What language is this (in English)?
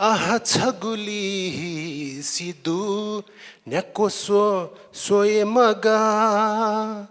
Newari